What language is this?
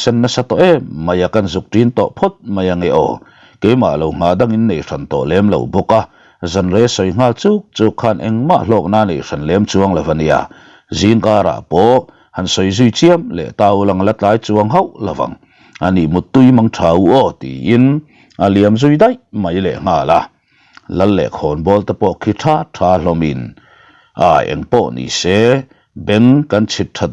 Mizo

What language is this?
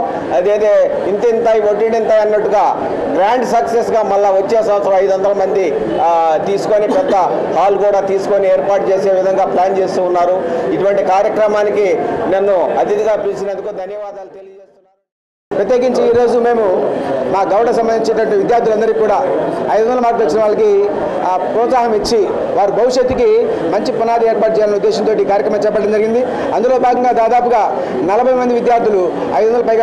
Telugu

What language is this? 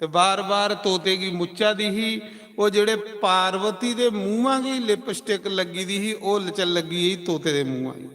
Dogri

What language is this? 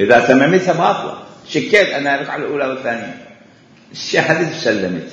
Mesopotamian Arabic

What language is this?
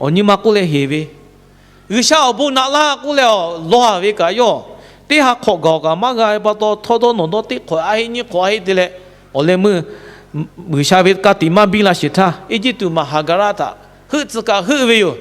Lahu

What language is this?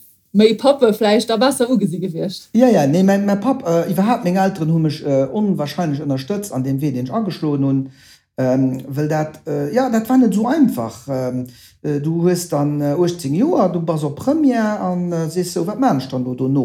Luxembourgish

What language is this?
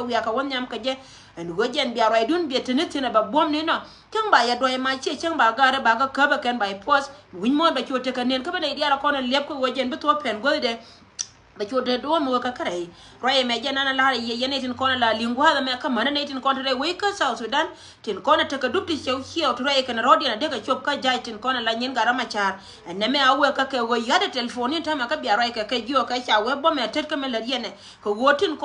Nuer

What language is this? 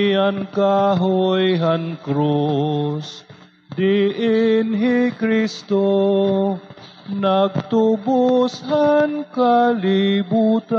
Waray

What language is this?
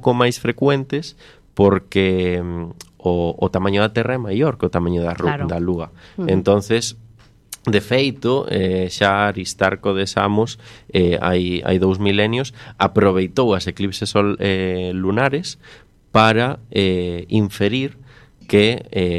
Galician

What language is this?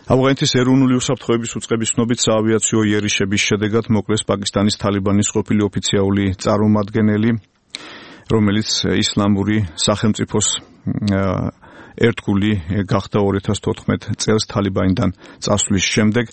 Georgian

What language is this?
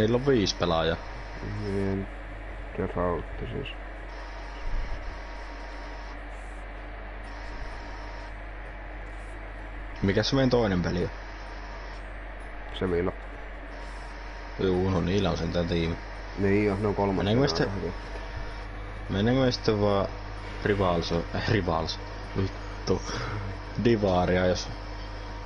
Finnish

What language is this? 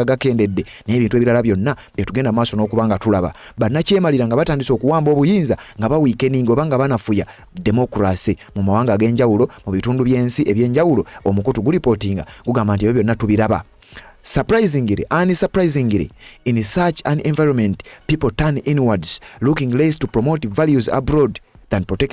Ganda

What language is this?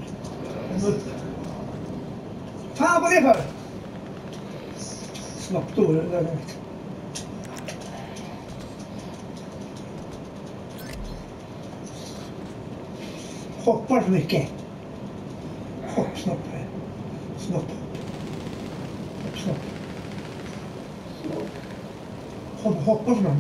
Swedish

